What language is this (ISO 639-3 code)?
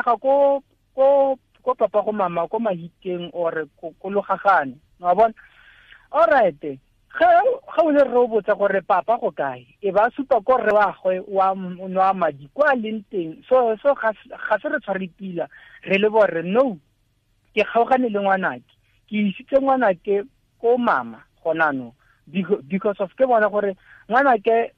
tsn